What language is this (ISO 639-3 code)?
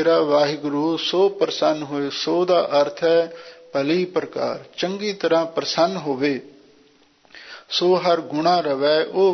pan